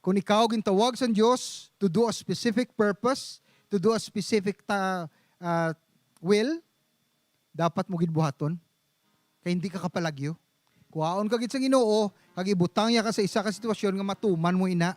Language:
Hiligaynon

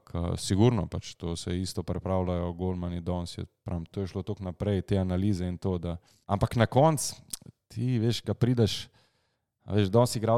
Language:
Slovenian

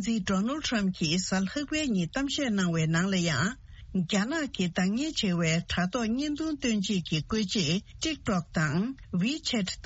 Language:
Tibetan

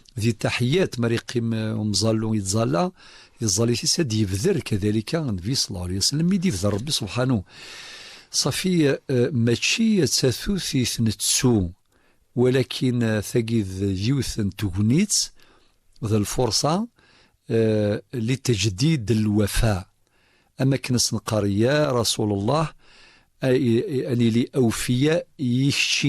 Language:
Kabyle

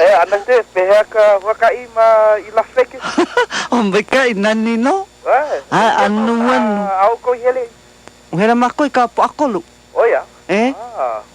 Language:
Hawaiian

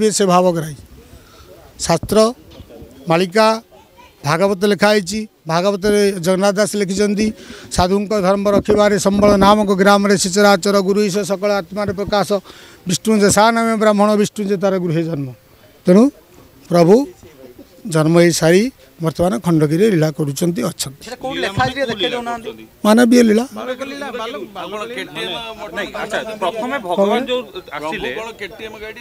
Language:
Odia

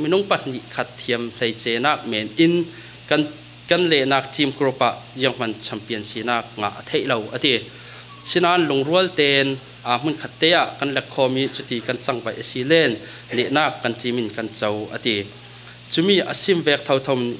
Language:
Falam Chin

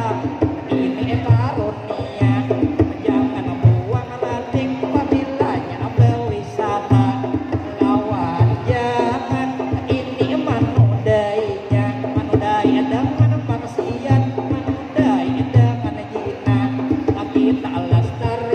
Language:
Banjar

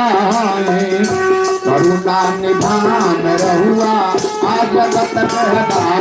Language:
Magahi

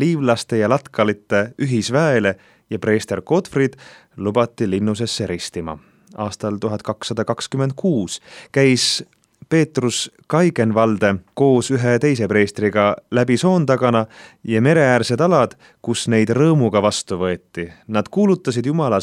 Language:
Estonian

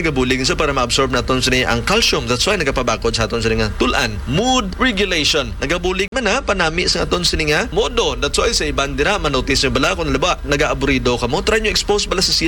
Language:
Hiligaynon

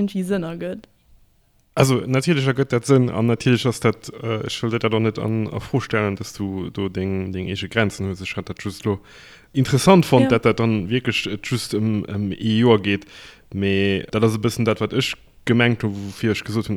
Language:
Luxembourgish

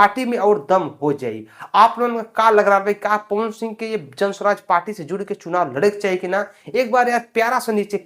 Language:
Bhojpuri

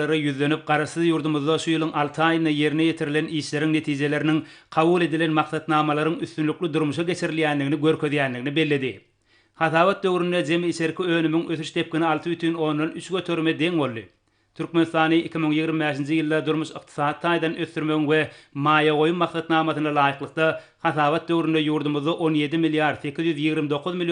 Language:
Turkmen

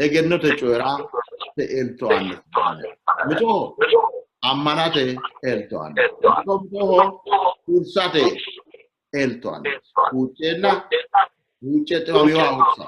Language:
Sidamo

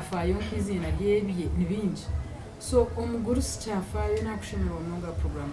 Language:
Nyankole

